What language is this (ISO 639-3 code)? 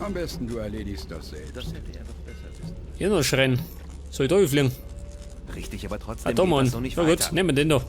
bar